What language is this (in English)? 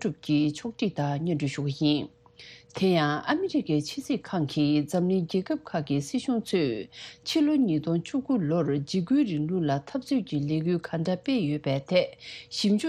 Tibetan